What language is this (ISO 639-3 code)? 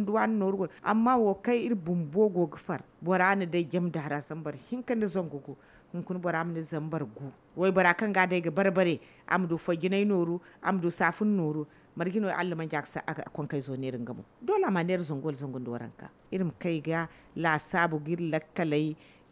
dje